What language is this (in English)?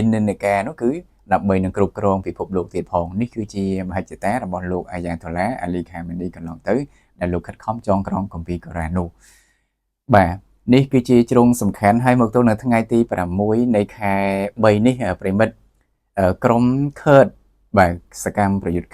Khmer